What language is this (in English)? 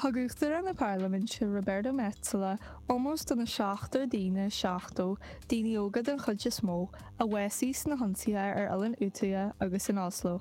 Irish